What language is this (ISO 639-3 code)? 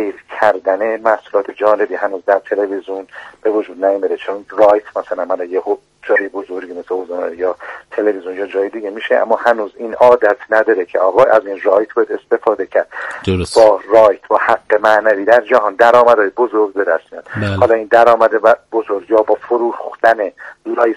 fas